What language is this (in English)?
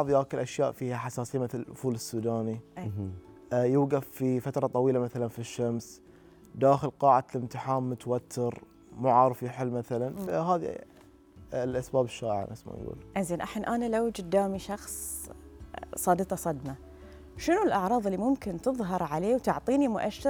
Gulf Arabic